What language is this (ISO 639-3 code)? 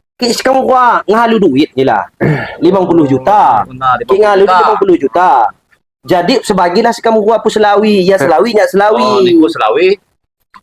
ljp